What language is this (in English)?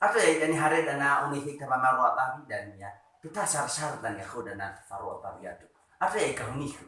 Nias